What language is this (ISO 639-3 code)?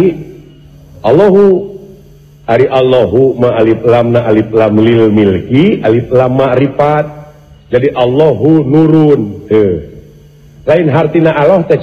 sun